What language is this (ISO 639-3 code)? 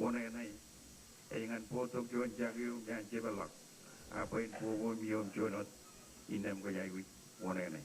mah